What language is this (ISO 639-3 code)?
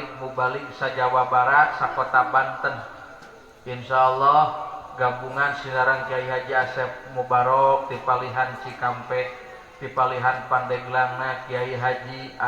sun